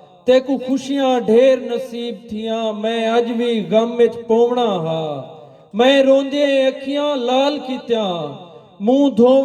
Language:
Saraiki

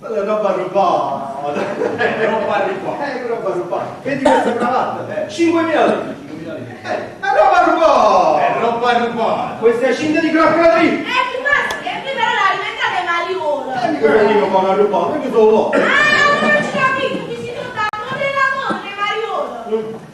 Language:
Neapolitan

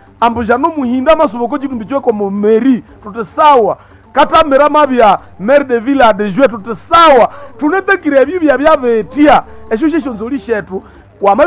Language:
Nande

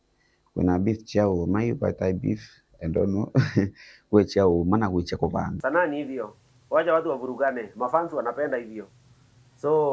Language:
Meru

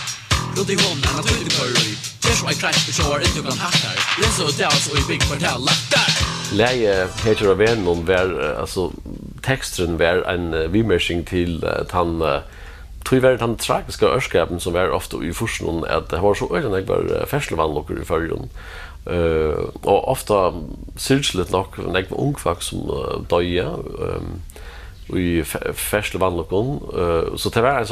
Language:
Faroese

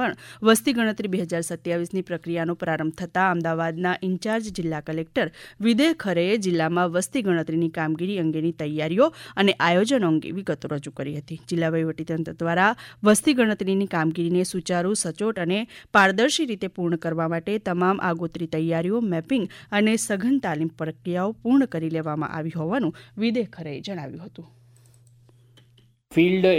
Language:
Gujarati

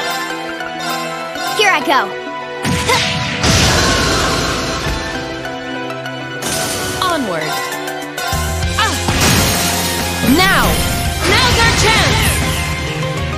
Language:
English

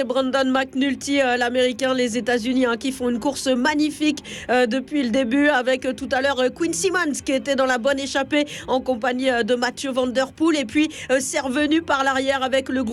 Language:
French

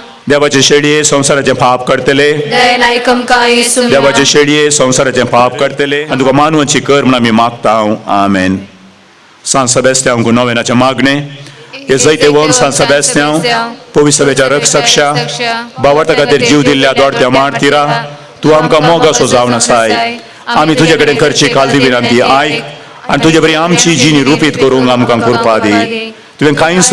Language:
Konkani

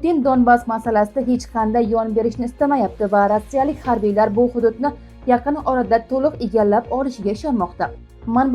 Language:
Uzbek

